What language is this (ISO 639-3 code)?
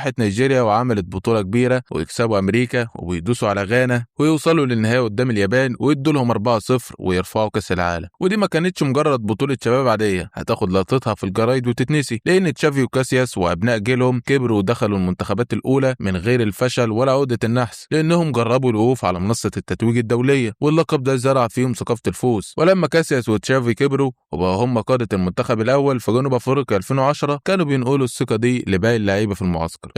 arz